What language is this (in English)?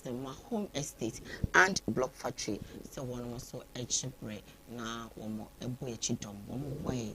Akan